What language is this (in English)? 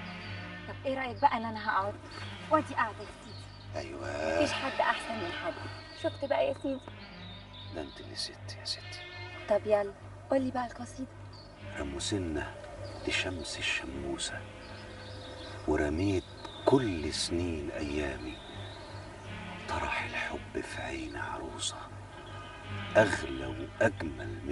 Egyptian Arabic